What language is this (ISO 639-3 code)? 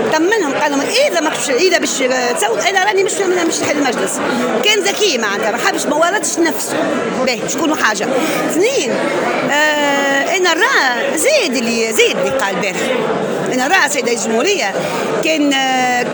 aeb